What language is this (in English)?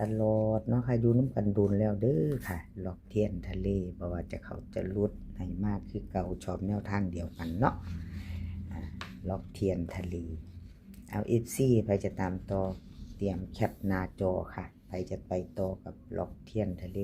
Northeastern Thai